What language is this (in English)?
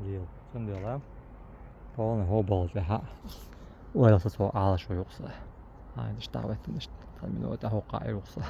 Chechen